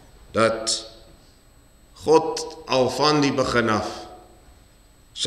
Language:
Afrikaans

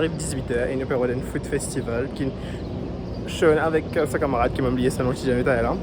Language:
Morisyen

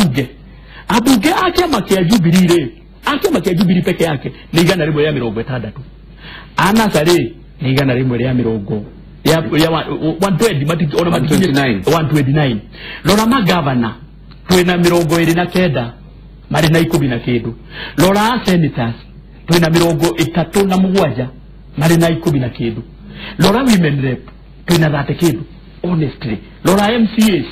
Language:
Kikuyu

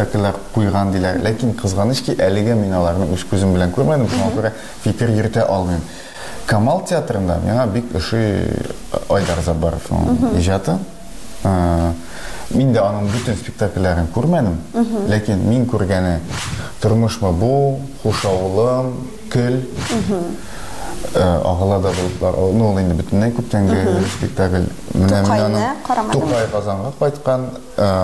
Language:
Tatar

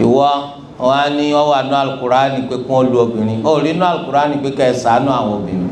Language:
Yoruba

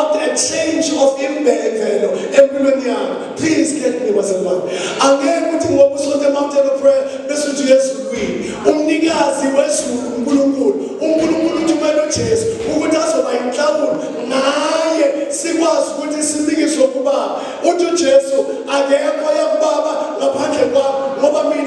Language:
Zulu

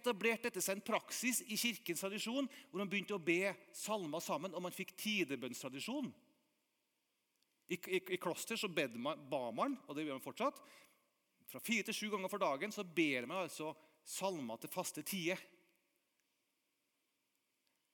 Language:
Norwegian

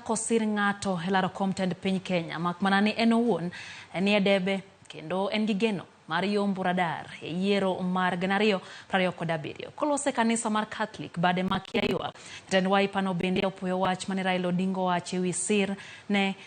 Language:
Luo (Kenya and Tanzania)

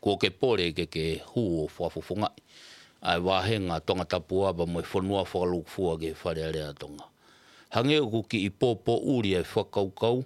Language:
Tongan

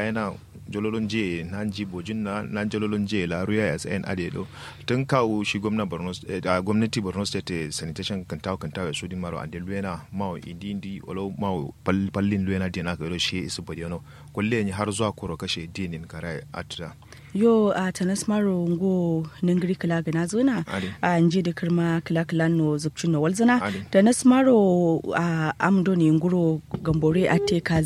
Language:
Kanuri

